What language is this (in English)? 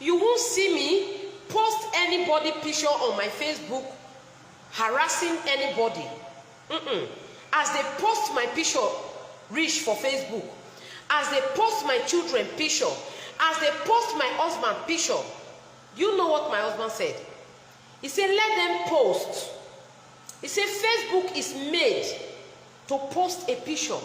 Nigerian Pidgin